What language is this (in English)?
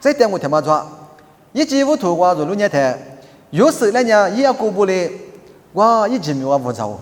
Lisu